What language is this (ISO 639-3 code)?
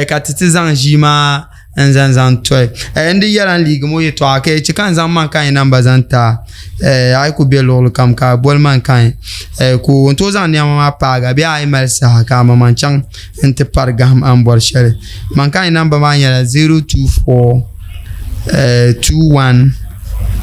dag